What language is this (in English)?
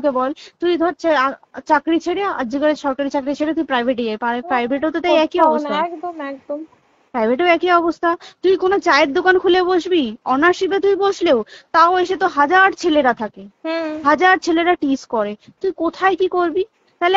Bangla